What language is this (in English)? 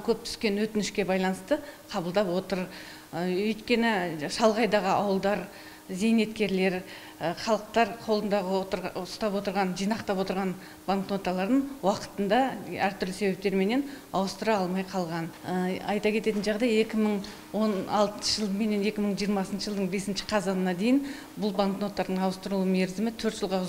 Kazakh